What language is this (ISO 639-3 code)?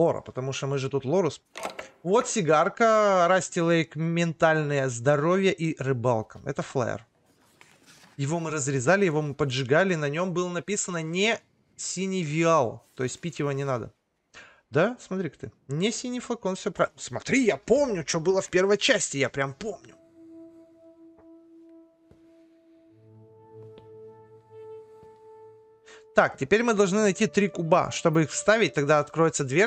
rus